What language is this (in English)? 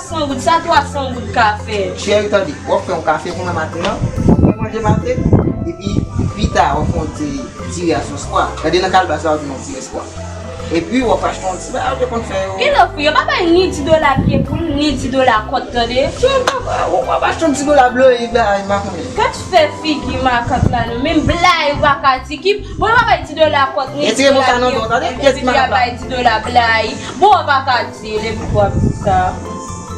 Haitian Creole